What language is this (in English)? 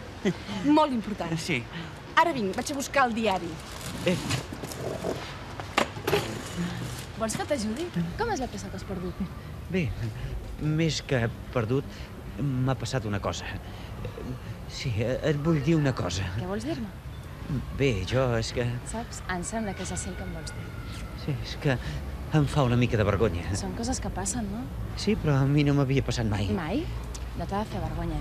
Catalan